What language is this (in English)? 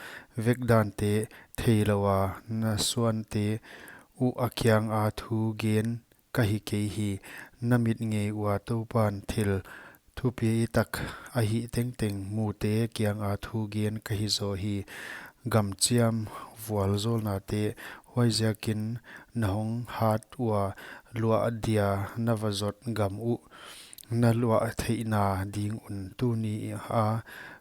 Paite Chin